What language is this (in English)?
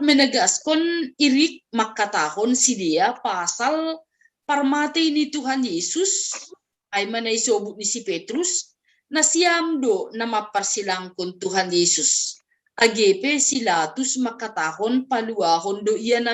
Batak Simalungun